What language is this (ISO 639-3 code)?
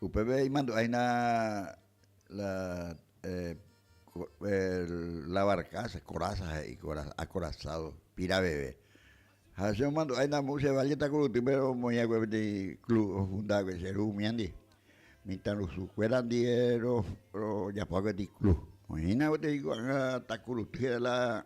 grn